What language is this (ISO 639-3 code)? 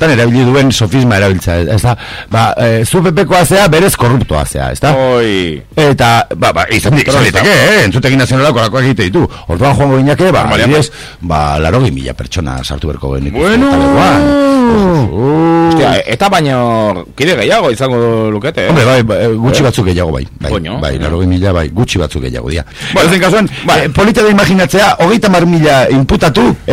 eus